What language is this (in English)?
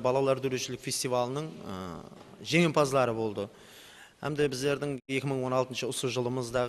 Kara-Kalpak